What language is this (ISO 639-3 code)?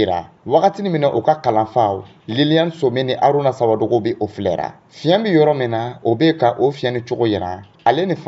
dyu